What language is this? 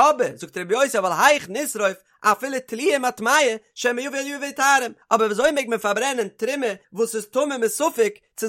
Yiddish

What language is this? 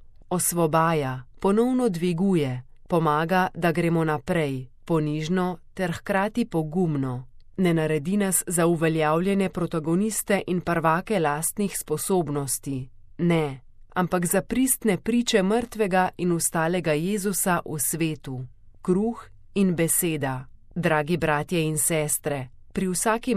Slovenian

